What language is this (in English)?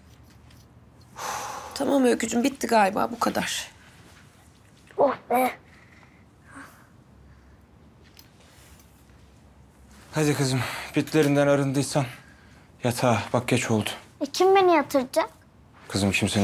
Turkish